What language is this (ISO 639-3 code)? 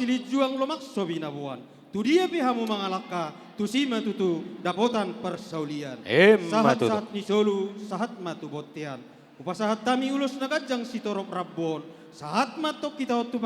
bbc